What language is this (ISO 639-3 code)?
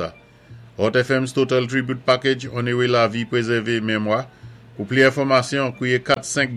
acf